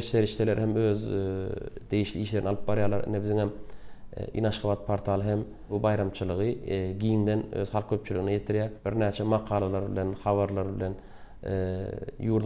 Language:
Turkmen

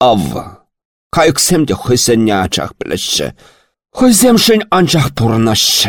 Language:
Chuvash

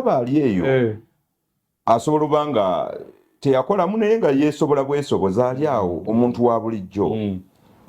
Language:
Ganda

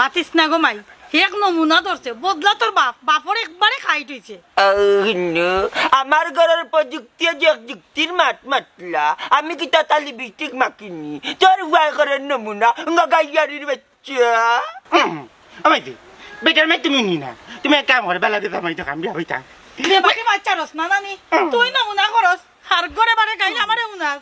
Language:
Sylheti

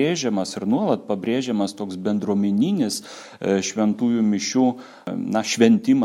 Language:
Lithuanian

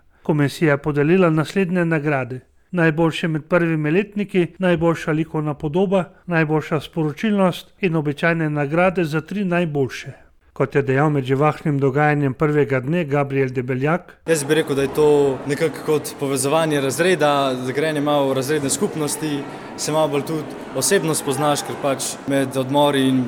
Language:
Slovenian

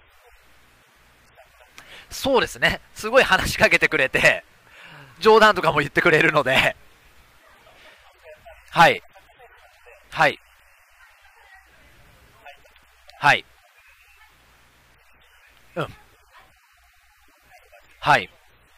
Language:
Japanese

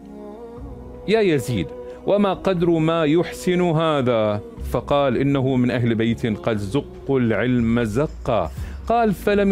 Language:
Arabic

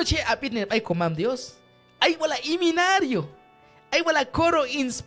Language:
Q'anjob'al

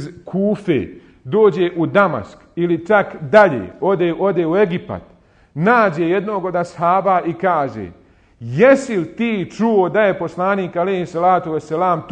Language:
Bosnian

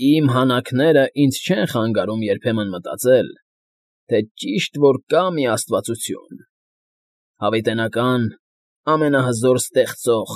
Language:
Armenian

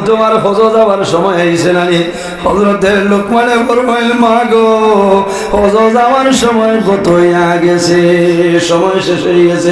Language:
Sylheti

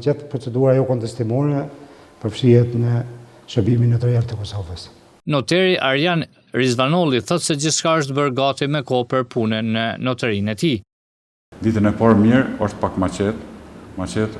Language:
Albanian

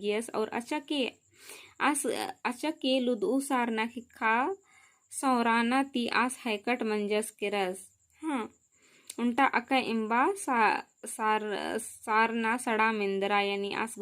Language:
Kurukh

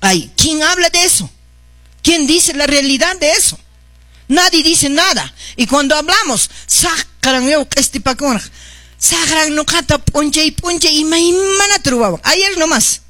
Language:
Quechua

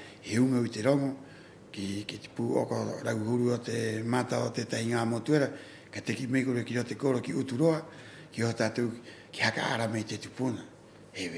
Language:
Rapanui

